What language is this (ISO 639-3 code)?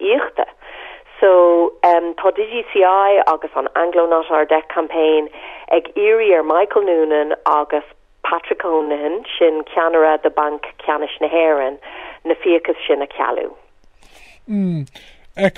gle